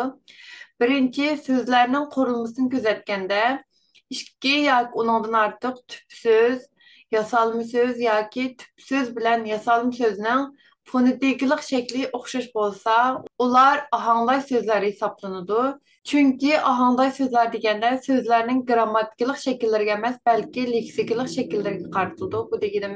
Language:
Uyghur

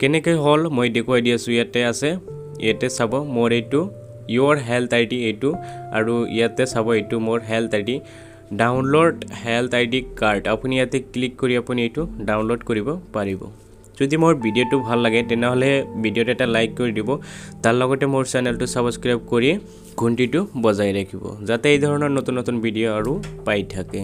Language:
Assamese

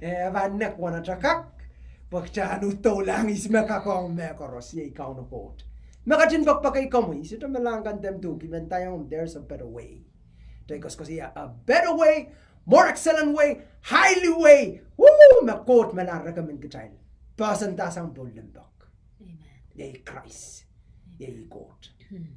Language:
Pohnpeian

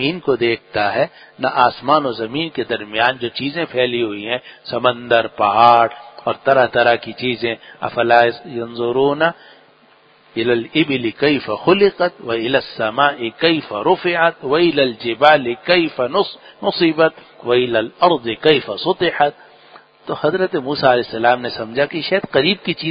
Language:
Urdu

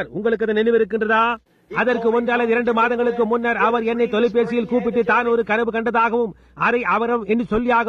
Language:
Tamil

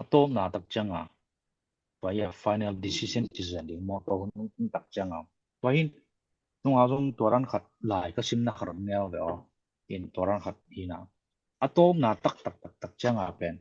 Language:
Tedim Chin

